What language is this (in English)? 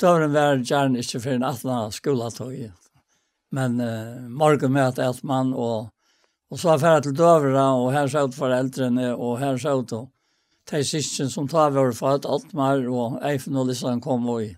Faroese